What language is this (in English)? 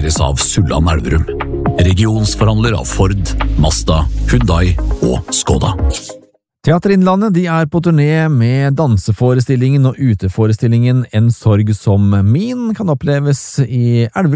Norwegian